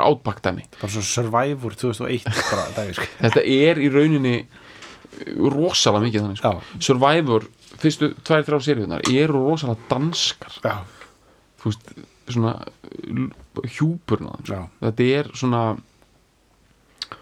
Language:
Icelandic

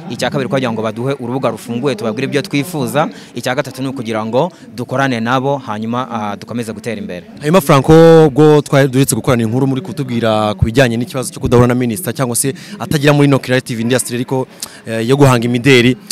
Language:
Kinyarwanda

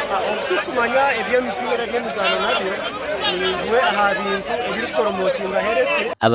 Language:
Nyankole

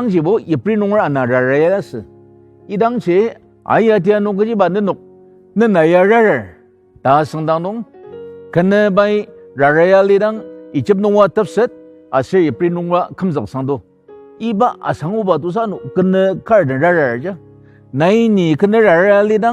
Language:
Ao Naga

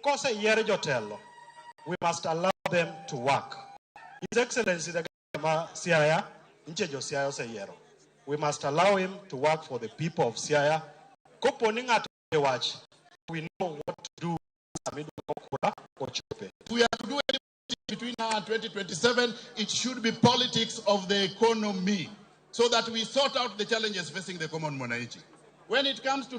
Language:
Luo (Kenya and Tanzania)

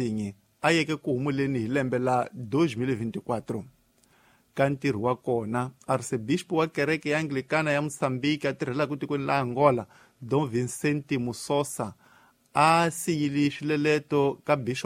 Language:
Tsonga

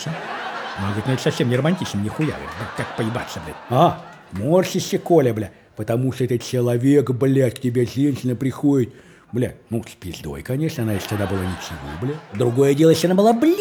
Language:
Russian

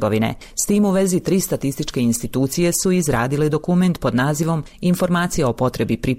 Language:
Bosnian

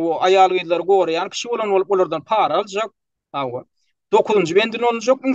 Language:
Turkmen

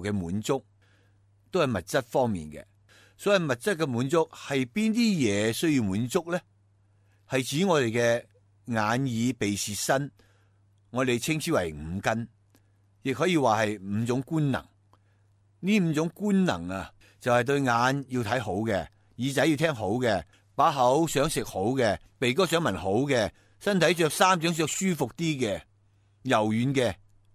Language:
Cantonese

